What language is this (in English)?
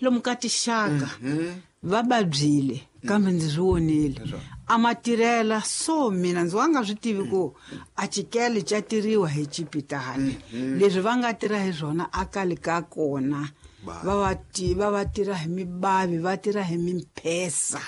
Tsonga